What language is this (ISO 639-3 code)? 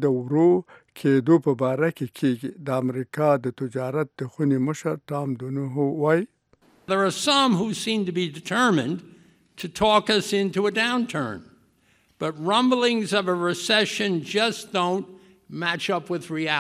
pus